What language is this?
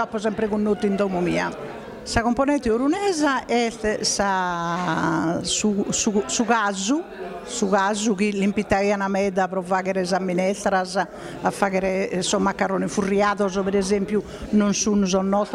Sardinian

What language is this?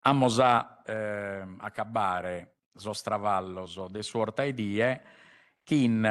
Sardinian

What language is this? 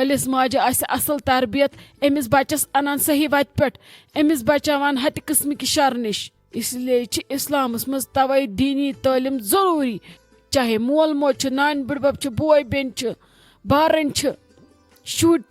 Kashmiri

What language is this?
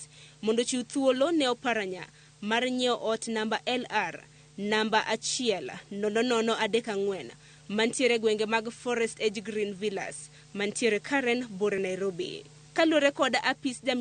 Luo (Kenya and Tanzania)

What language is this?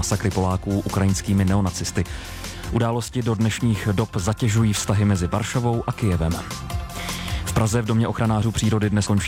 Czech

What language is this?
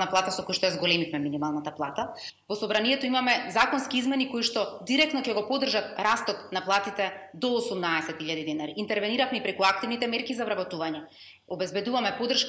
Macedonian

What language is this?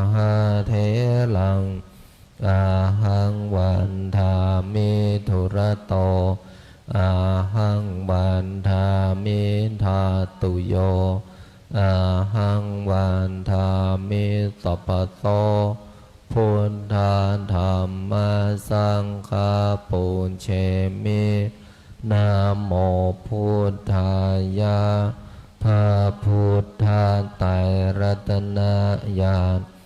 Pali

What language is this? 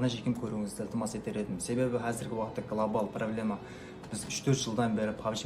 Kara-Kalpak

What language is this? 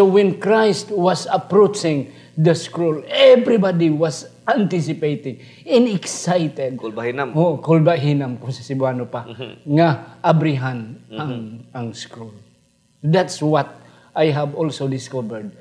Hiligaynon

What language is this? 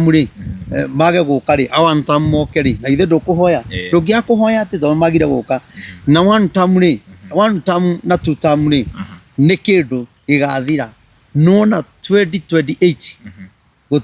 Kikuyu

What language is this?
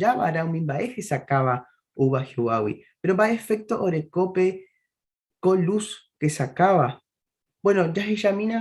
Guarani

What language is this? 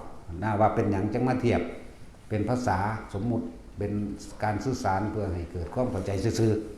Northeastern Thai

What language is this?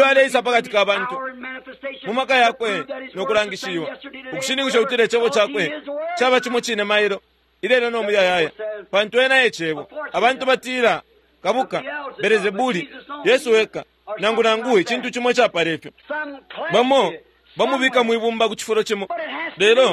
Bemba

